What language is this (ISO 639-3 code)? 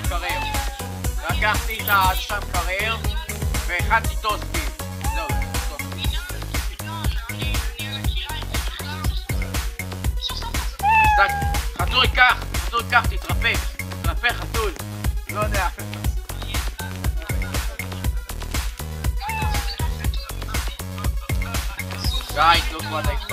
heb